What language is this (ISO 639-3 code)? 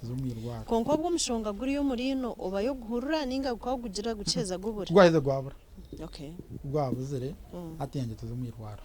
nyn